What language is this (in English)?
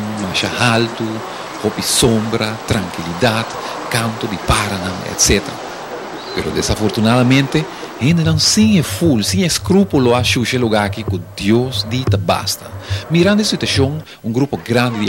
Papiamento